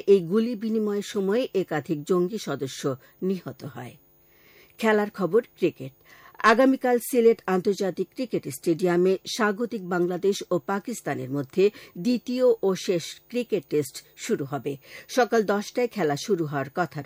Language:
Bangla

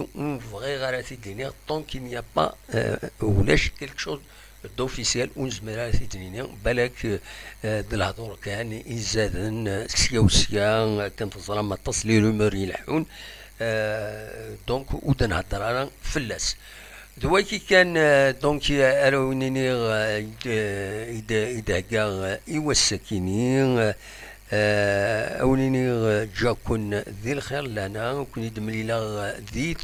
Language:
Kabyle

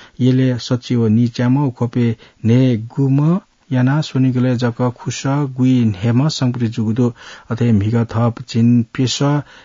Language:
Newari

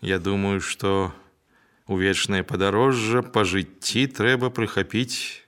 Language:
Belarusian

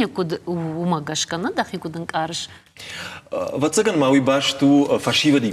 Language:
Ossetic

